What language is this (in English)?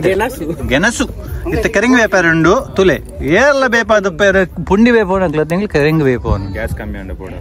Tulu